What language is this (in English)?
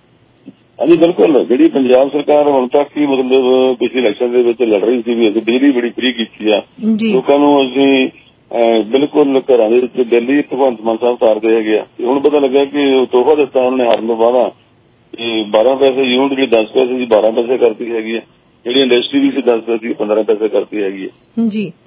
Punjabi